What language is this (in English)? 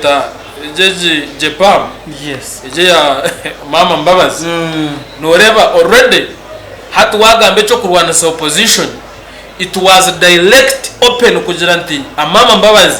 Nyankole